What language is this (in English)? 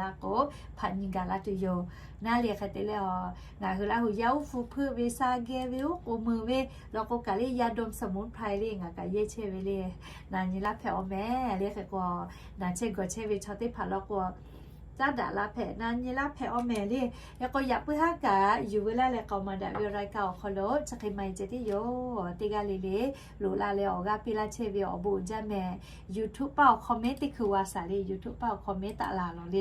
Lahu